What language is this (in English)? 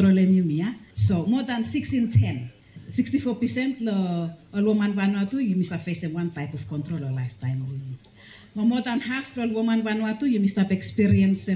Bislama